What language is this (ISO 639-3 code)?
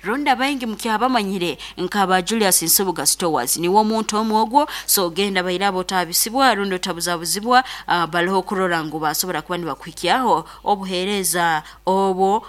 nyo